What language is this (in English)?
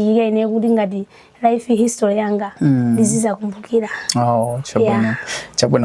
Nyanja